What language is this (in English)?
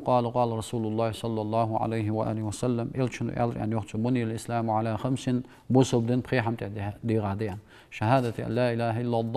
Ingush